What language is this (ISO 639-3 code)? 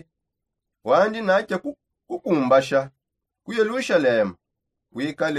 sop